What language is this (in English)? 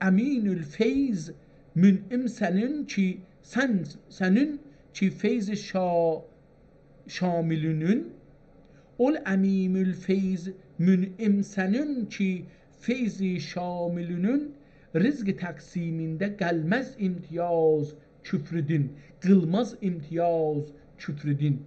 South Azerbaijani